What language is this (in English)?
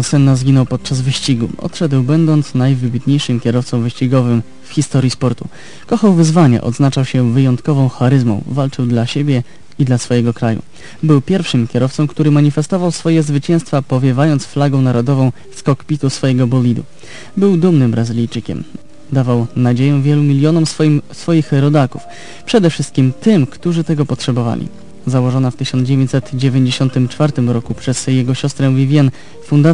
Polish